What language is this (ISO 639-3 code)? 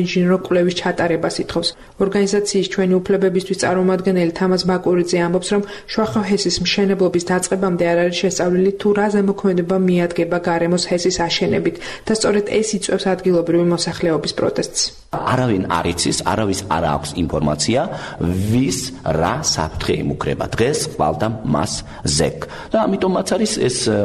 kat